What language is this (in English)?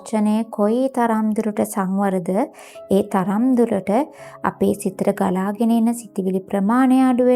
Sinhala